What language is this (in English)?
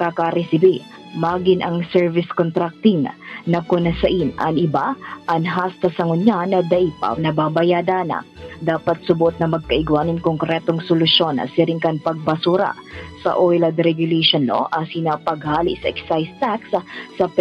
Bikol